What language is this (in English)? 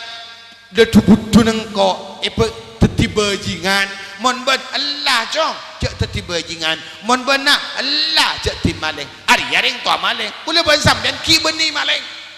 Madurese